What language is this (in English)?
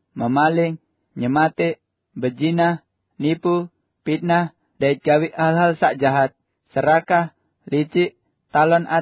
Sasak